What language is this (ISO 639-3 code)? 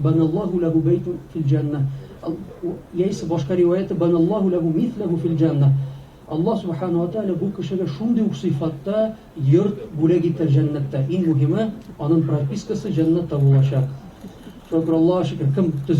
tat